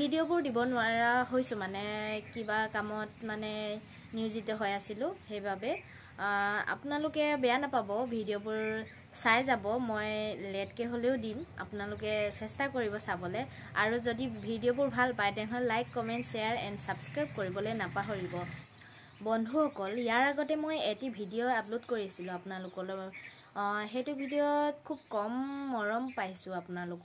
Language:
Assamese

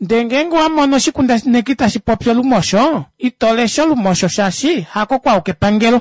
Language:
Kuanyama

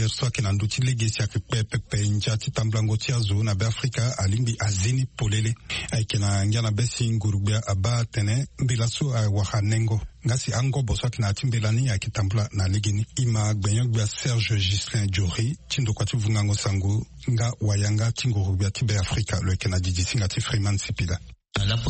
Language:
Sango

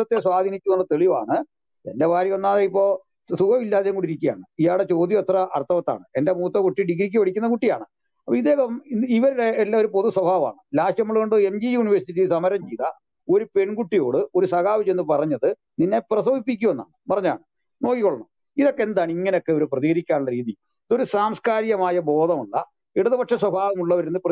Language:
Malayalam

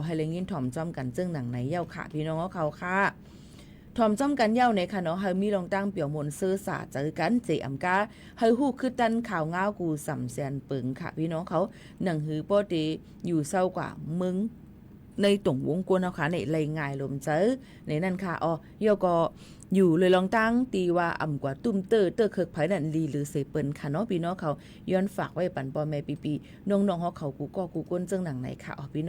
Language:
Shan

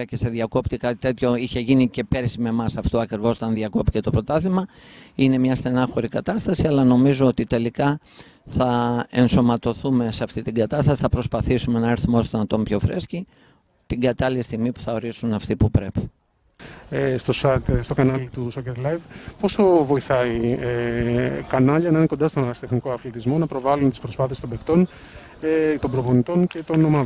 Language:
Greek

